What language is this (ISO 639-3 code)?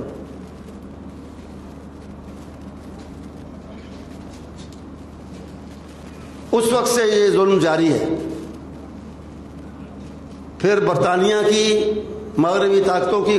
urd